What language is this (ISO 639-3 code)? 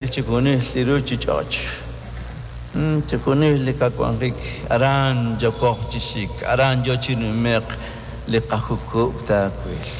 kek